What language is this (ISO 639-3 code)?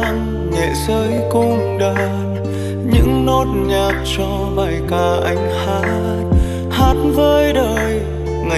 vie